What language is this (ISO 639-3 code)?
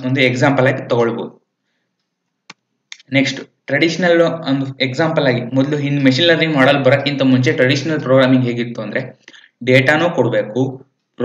kan